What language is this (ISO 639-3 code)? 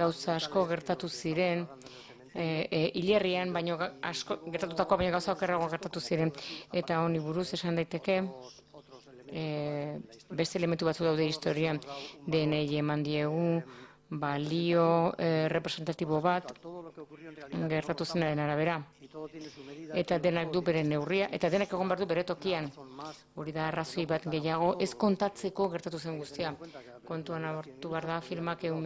eus